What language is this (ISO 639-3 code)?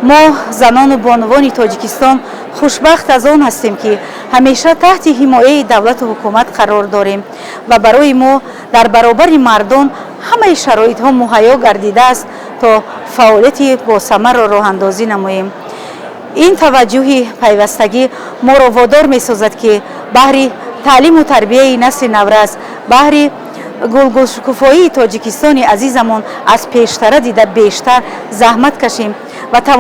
tgk